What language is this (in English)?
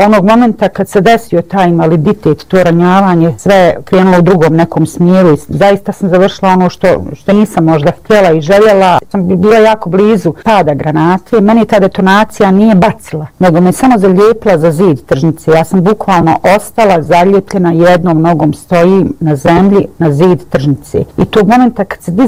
Bosnian